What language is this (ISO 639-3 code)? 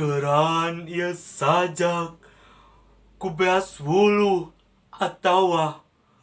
sun